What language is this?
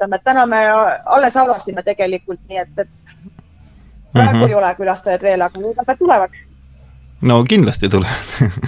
Estonian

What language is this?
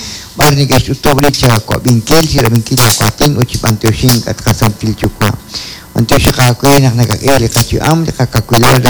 Kekchí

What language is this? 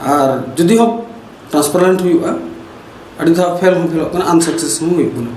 Santali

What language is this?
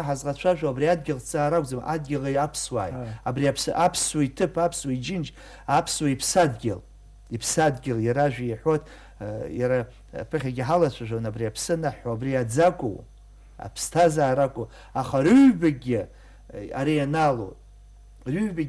Abkhazian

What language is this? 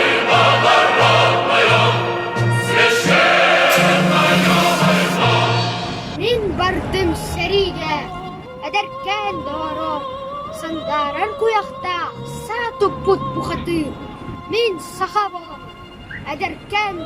Yakut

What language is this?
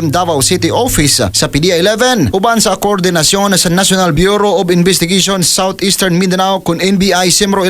Cebuano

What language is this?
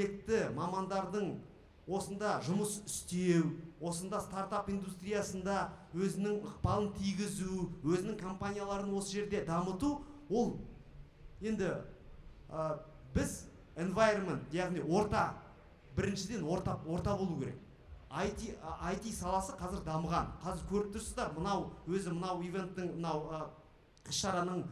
Kazakh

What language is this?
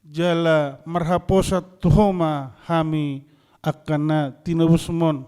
Batak Toba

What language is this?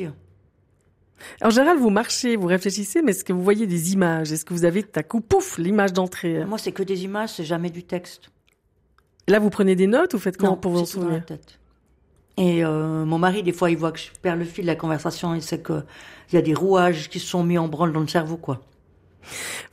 French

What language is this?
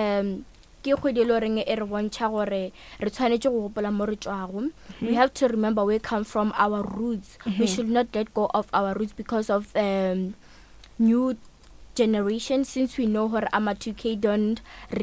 Northern Sotho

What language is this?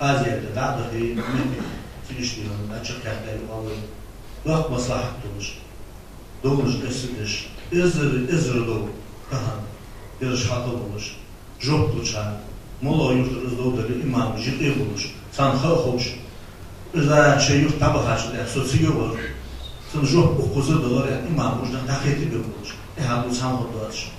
Ingush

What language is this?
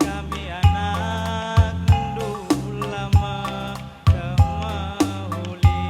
Batak Karo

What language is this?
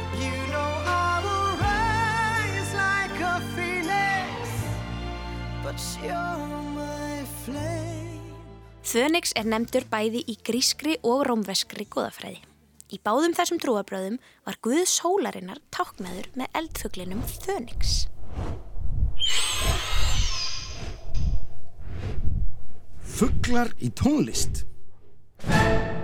Icelandic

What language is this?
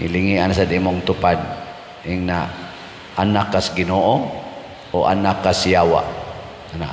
Cebuano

